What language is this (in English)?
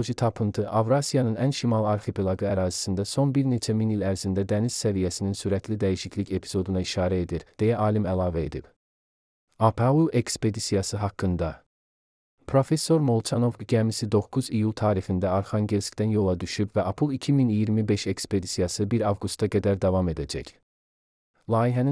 Azerbaijani